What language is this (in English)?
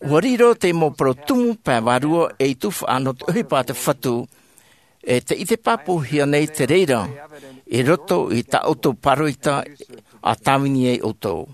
Tahitian